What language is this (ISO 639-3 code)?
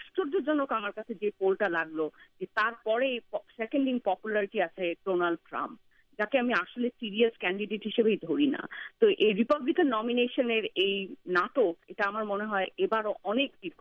ben